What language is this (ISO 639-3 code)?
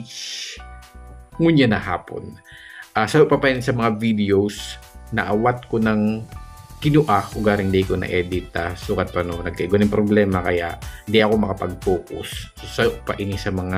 bik